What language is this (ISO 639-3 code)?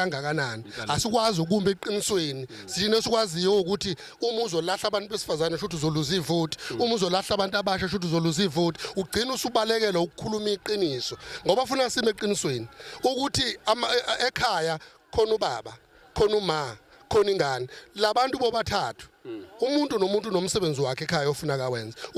zul